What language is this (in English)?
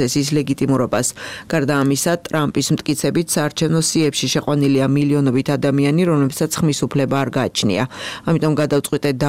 Georgian